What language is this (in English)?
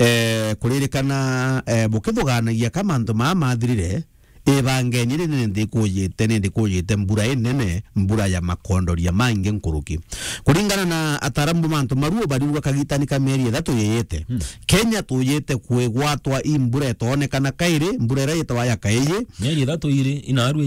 Meru